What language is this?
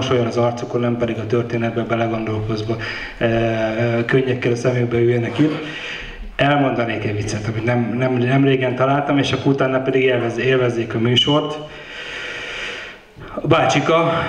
Hungarian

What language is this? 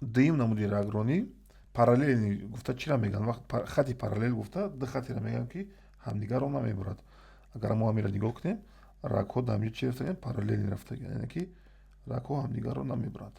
Tajik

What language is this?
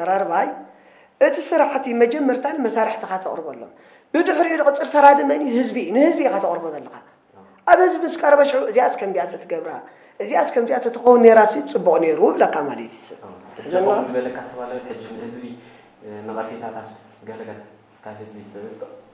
Tigrinya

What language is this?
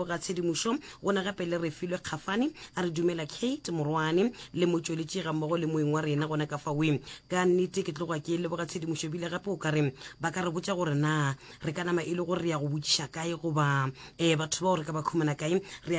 Northern Sotho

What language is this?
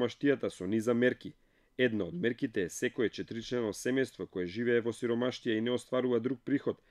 Macedonian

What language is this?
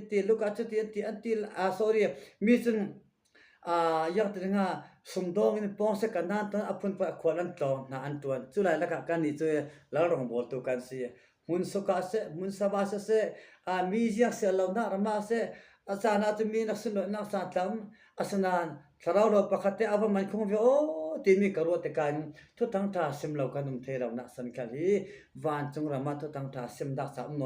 Falam Chin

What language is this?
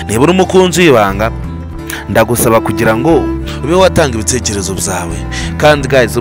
Kinyarwanda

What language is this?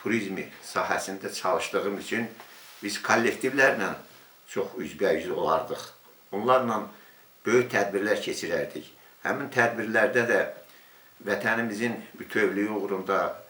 Azerbaijani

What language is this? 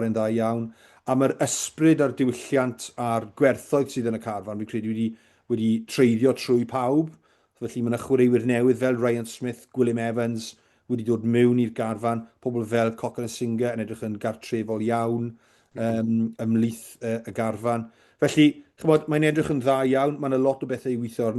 Welsh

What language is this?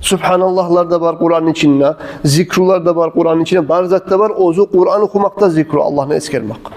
Kumyk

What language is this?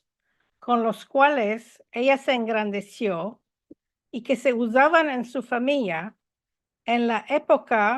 Ladino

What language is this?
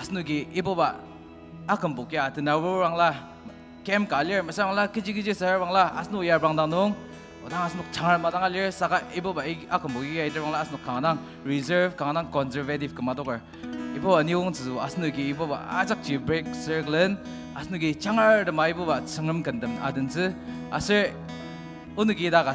Ao Naga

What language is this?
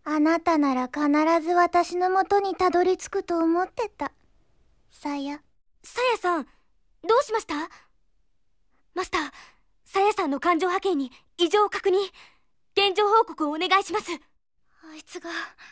Japanese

